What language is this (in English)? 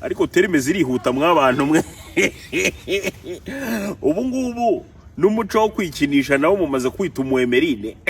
Kinyarwanda